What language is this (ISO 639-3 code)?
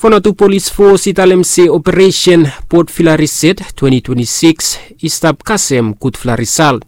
bis